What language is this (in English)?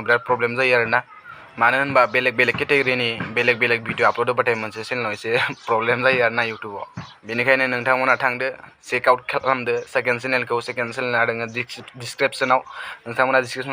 Bodo